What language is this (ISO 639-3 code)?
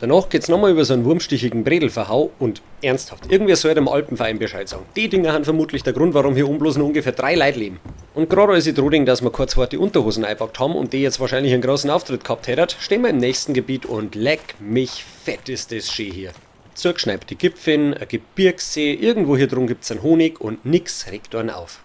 bar